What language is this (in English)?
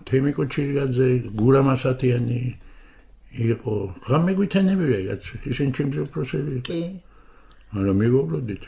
Georgian